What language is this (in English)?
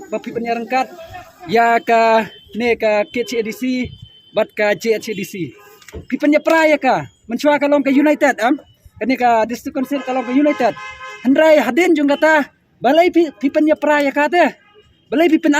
Khasi